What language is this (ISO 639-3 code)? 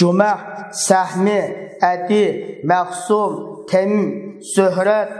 uig